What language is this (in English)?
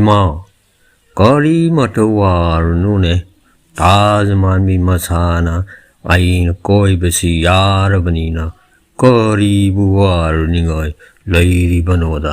Manipuri